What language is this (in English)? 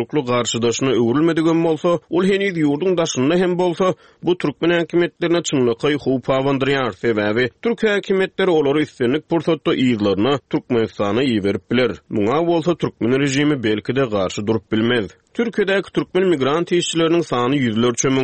Turkmen